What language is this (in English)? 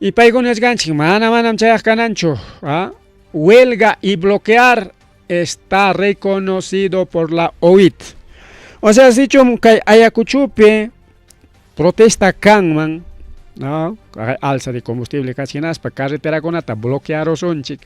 Ayacucho Quechua